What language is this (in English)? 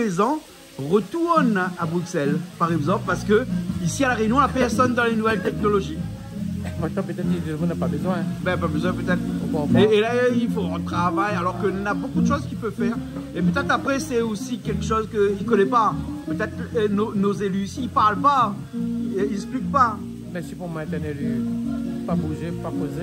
Réunion Creole French